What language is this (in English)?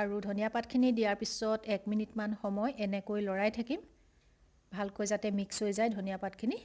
Assamese